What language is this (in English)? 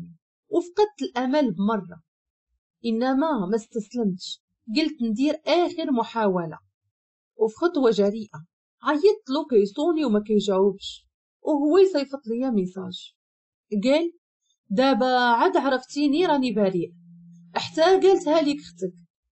Moroccan Arabic